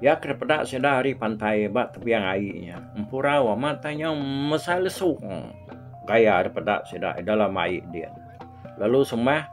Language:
Iban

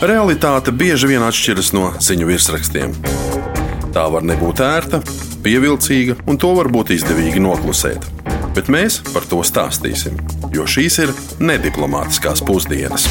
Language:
Latvian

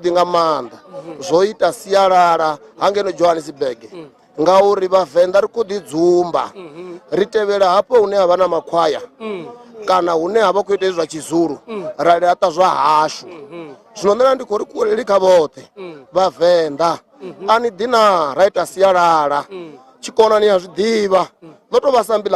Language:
Venda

